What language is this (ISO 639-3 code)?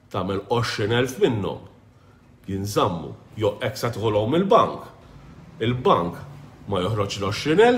mlt